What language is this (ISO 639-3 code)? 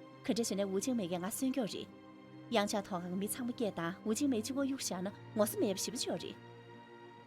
bod